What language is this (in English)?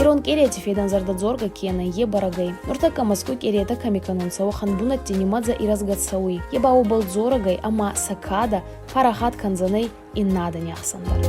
Ossetic